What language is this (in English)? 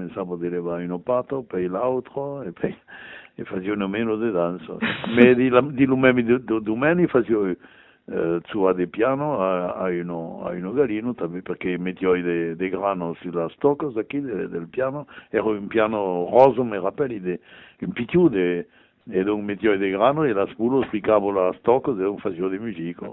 Occitan